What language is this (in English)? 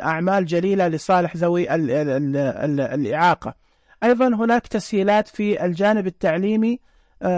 Najdi Arabic